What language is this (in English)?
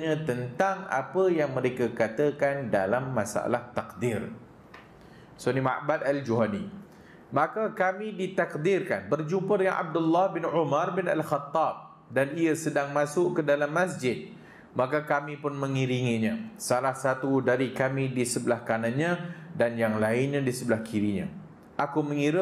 Malay